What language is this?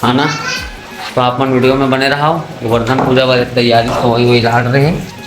Chhattisgarhi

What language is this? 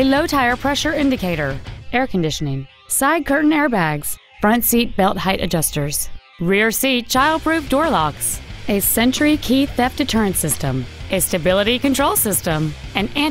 English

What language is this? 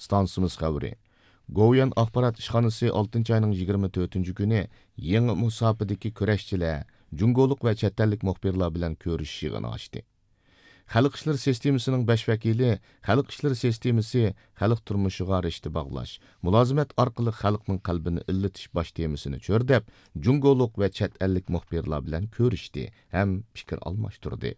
Uyghur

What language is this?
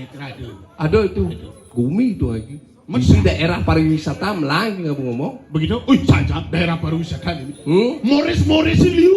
Balinese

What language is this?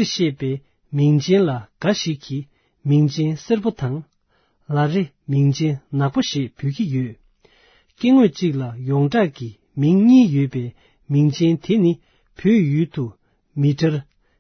Tibetan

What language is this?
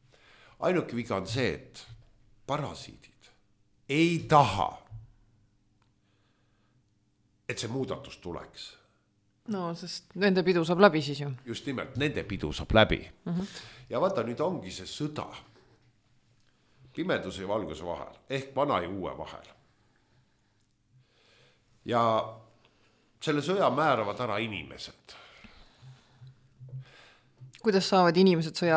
Estonian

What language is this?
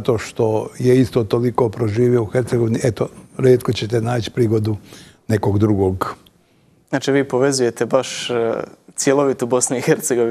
Bosnian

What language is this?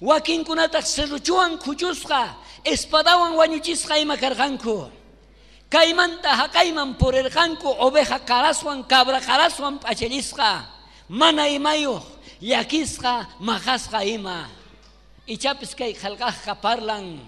South Bolivian Quechua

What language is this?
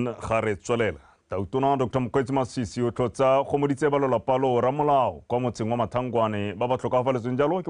Tswana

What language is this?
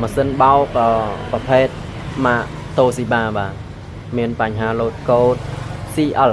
Khmer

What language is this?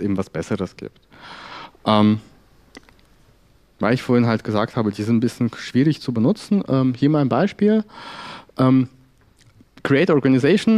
German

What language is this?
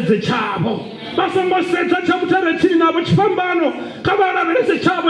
Venda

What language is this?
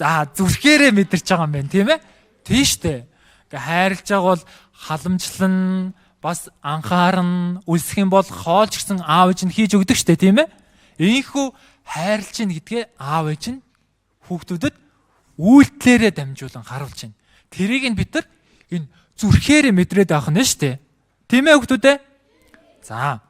Mongolian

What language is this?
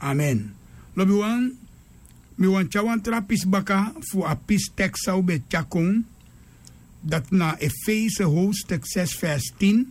Sranan Tongo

